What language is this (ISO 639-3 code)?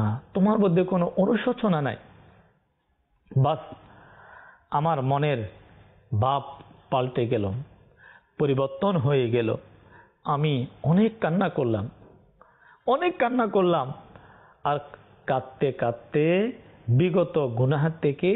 ben